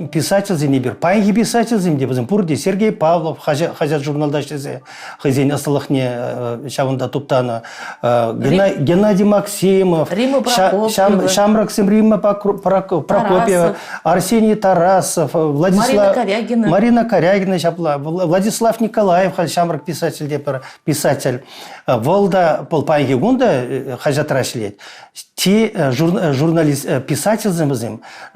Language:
Chuvash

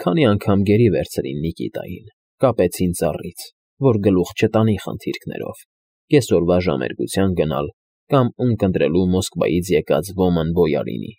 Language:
Armenian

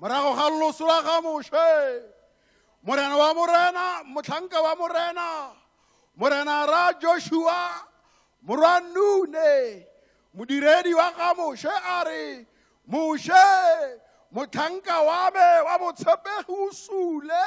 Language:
Tswana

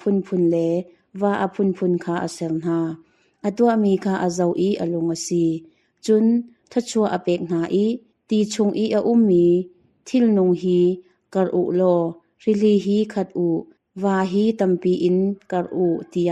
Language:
Hakha Chin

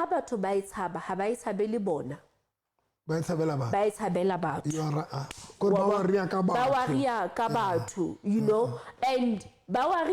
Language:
Southern Sotho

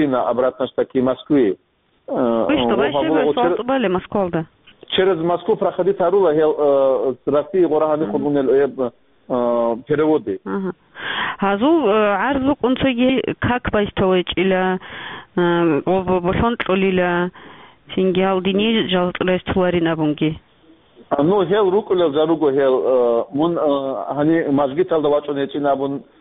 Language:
Avaric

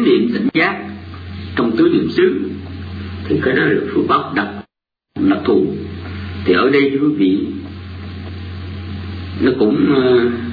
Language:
Vietnamese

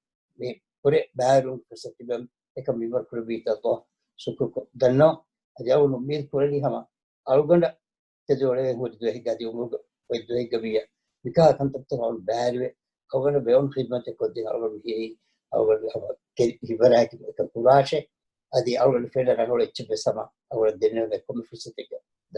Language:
Divehi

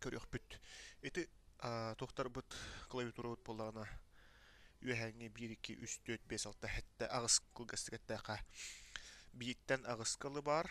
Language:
Yakut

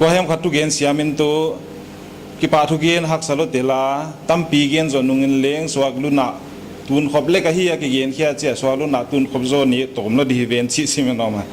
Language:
Paite Chin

